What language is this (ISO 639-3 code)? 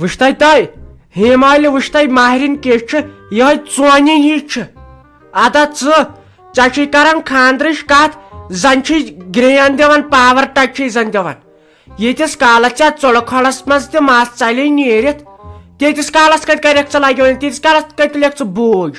kas